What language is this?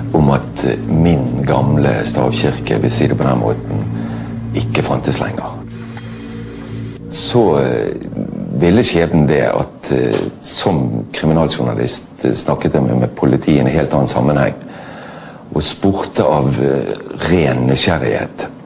Norwegian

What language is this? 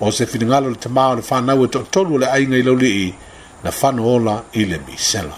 Samoan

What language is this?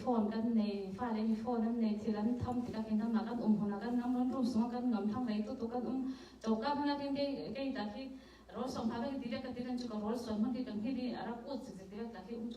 Falam Chin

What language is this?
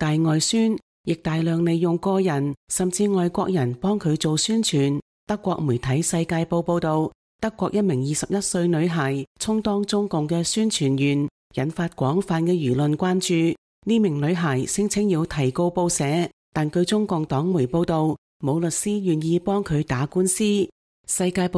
Cantonese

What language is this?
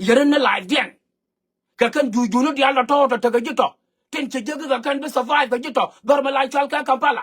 Nuer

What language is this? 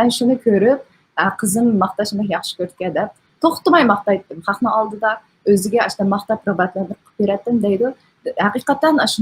Uyghur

